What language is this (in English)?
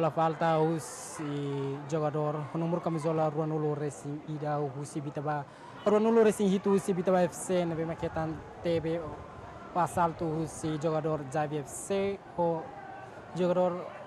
Tetum